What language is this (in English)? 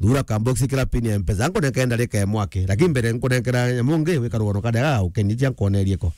Meru